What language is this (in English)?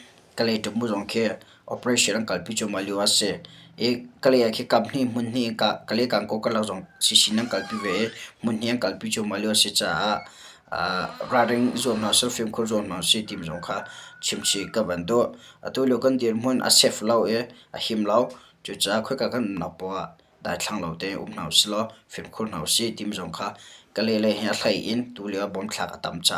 Hakha Chin